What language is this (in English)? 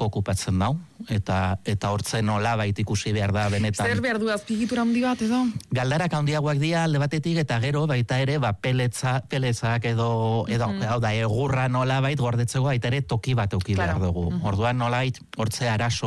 Basque